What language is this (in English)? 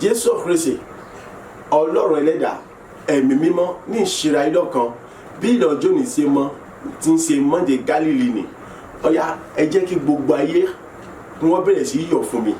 Yoruba